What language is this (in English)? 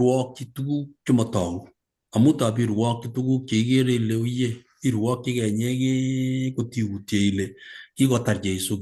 Kalenjin